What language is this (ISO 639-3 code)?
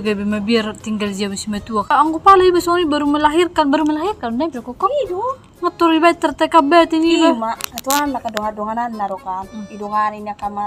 bbc